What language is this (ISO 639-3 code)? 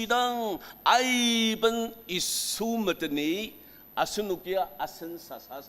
njo